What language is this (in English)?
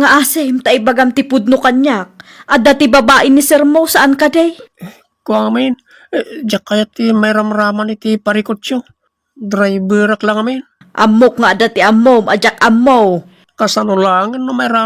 Iloko